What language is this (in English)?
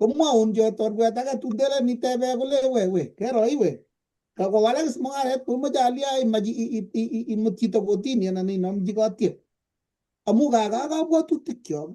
Kalenjin